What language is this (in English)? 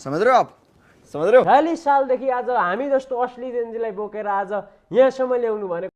Nepali